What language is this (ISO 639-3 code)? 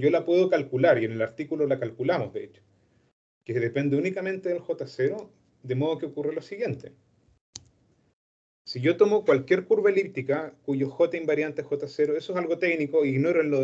spa